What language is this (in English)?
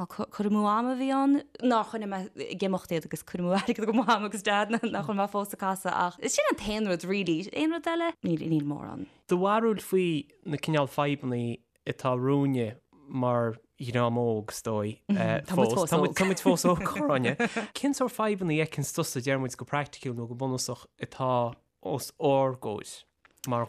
Irish